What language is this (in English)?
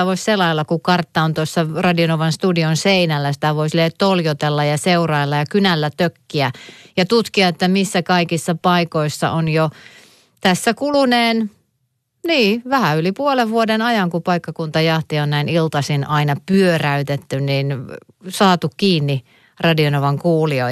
Finnish